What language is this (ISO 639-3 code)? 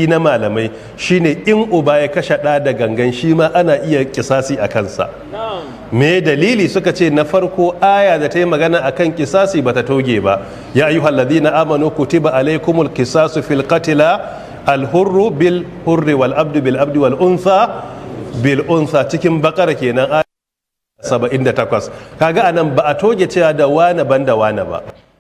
hau